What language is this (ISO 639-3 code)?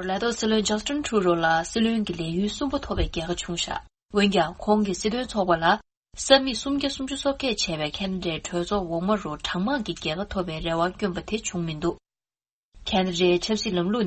bod